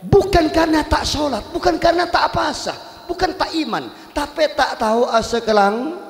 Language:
Madurese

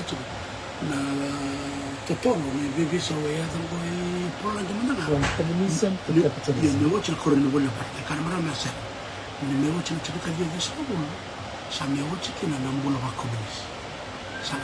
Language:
Fijian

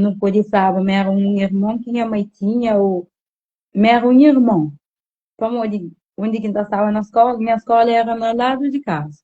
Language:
Kabuverdianu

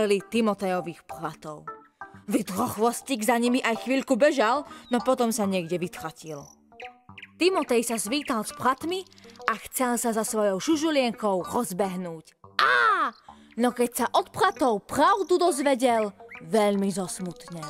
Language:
Slovak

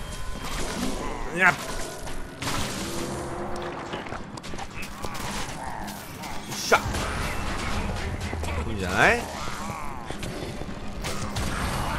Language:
Japanese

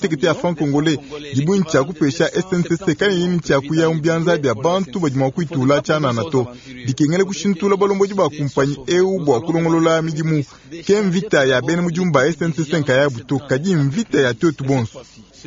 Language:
Luba-Lulua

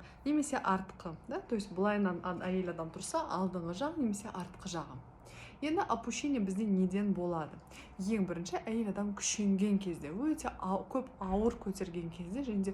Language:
Kazakh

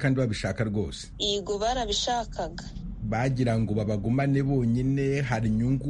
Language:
Kinyarwanda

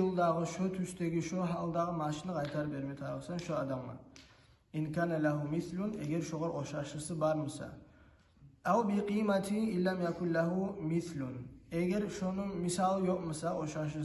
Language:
Kumyk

